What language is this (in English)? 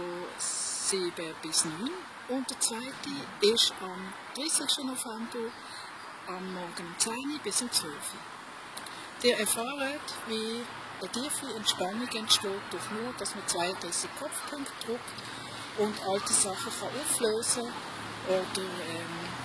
Swiss German